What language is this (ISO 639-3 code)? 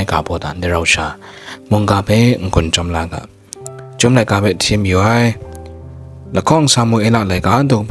kac